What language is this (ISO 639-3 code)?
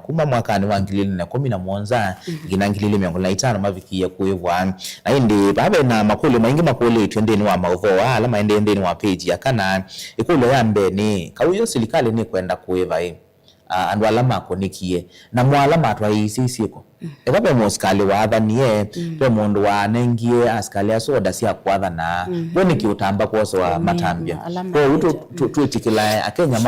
kam